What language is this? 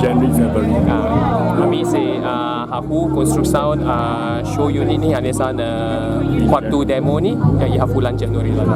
Tetum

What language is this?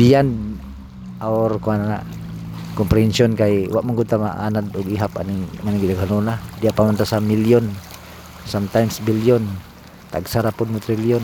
Cebuano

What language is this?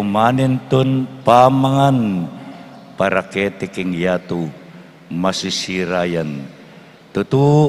Pampanga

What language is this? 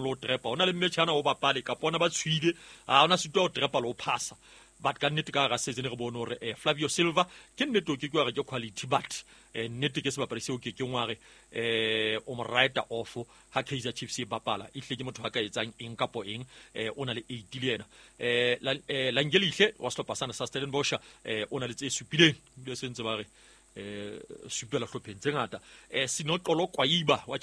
Southern Sotho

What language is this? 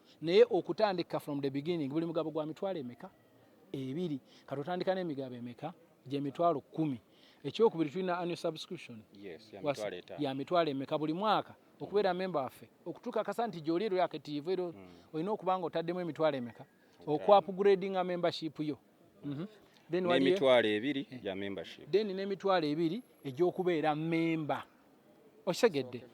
Ganda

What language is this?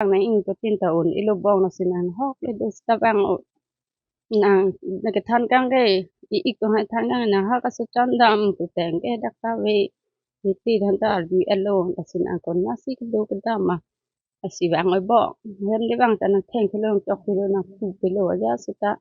Karbi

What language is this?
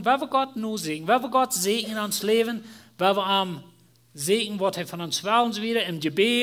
Plautdietsch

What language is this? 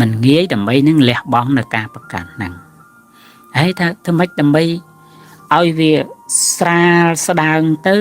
Khmer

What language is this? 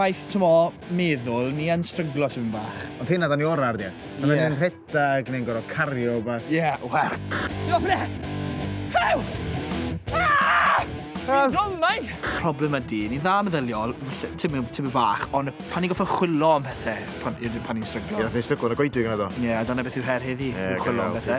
Welsh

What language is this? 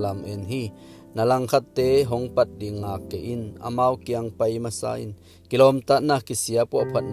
Tedim Chin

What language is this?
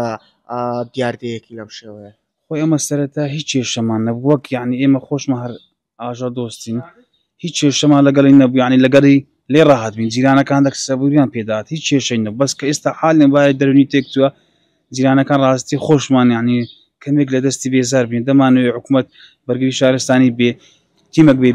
Central Kurdish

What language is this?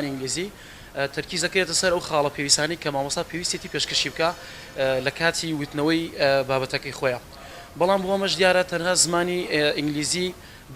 Central Kurdish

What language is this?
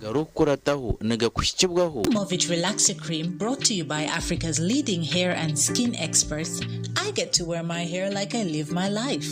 Nyankole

